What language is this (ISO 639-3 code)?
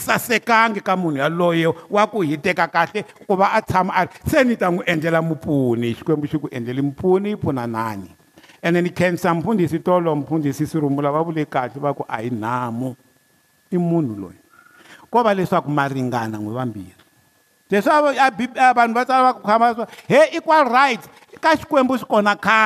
tso